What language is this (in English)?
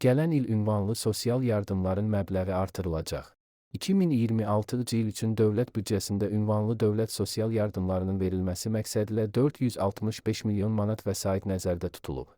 Azerbaijani